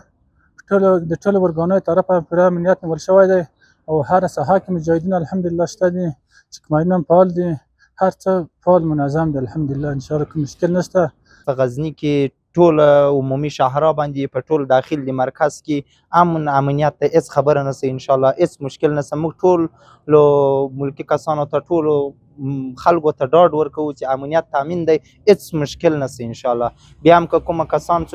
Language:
Pashto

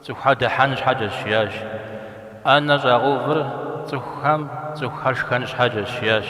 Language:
Kabardian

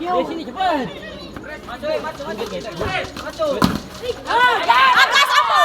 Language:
Ambonese Malay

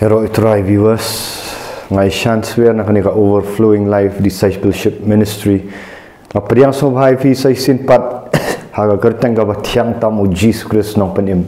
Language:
Khasi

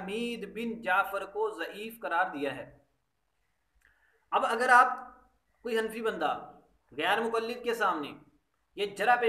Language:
Urdu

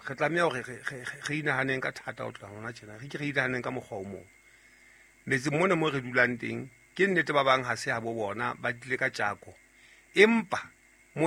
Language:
Southern Sotho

